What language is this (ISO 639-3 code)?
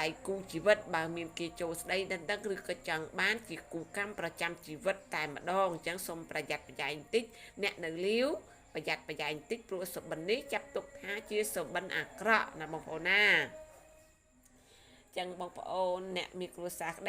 khm